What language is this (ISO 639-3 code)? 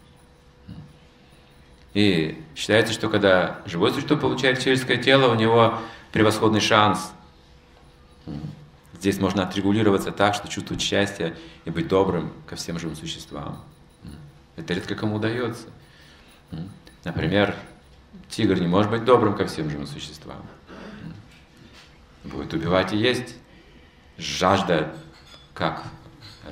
rus